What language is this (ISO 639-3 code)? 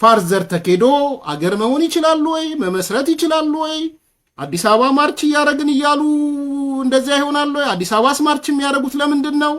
amh